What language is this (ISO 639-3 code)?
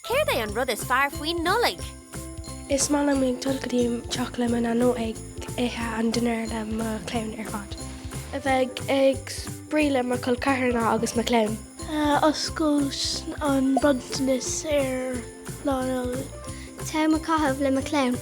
gle